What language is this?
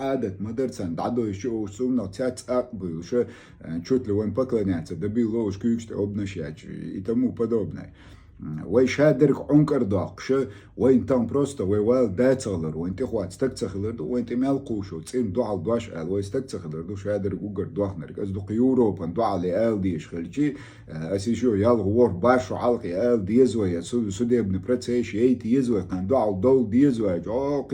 Chechen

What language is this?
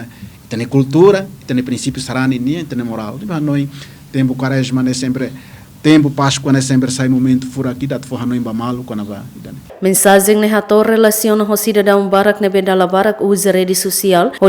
Tetum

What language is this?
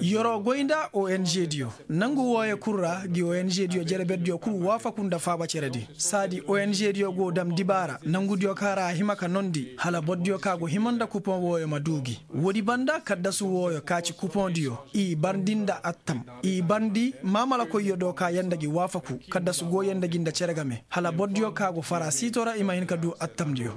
Koyraboro Senni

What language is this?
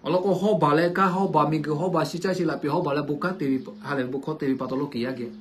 Lahu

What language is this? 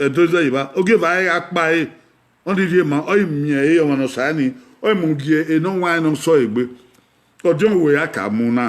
Bini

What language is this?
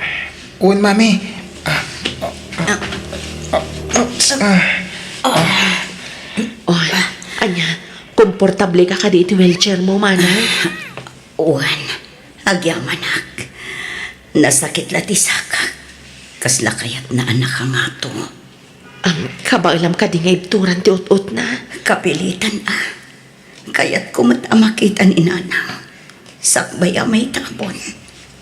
Iloko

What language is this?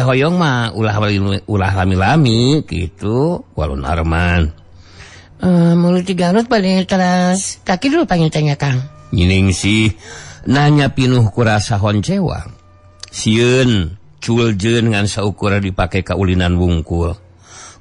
Sundanese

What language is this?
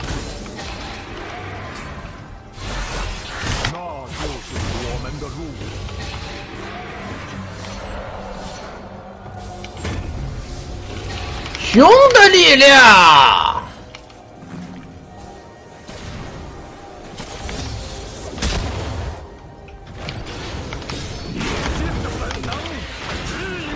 Chinese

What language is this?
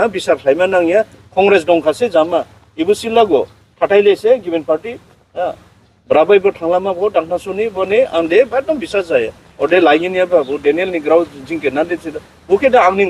Dimasa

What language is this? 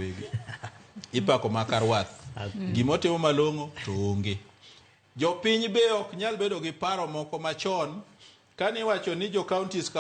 Luo (Kenya and Tanzania)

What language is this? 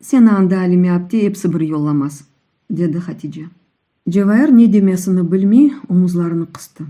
Crimean Tatar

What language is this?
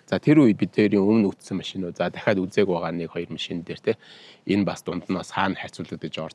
Mongolian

